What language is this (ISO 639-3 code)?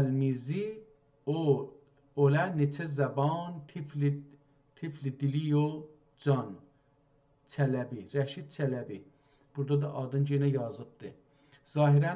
azb